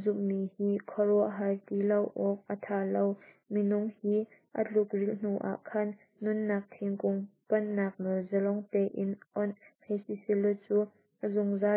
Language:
Hakha Chin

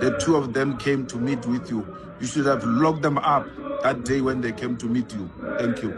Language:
Zulu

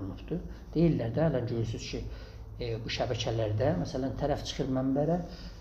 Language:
South Azerbaijani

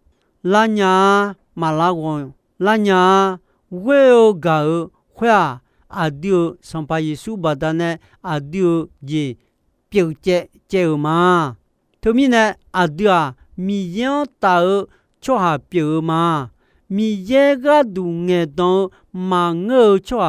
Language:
Akha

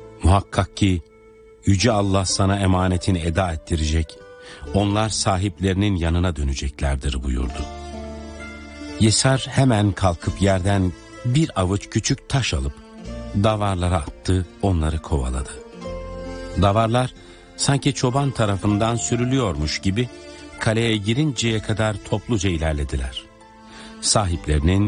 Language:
Turkish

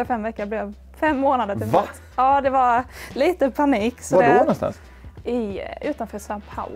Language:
Swedish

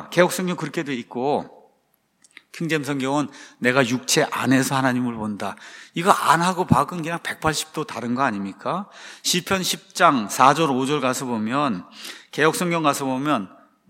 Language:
Korean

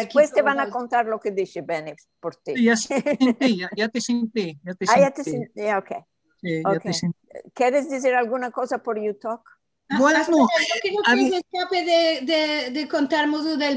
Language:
Ladino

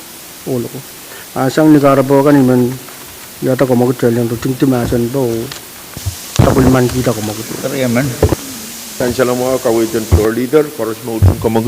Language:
Pohnpeian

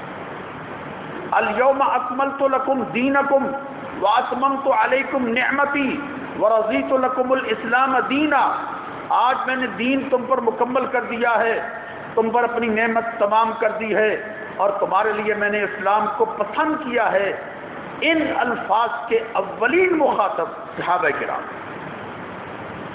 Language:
Urdu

